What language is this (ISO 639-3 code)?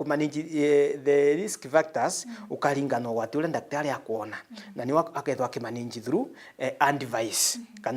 mer